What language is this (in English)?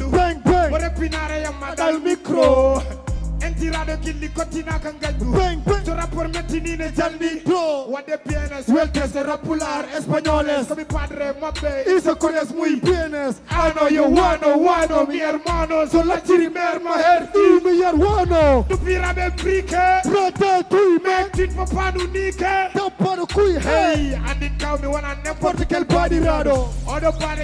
Fula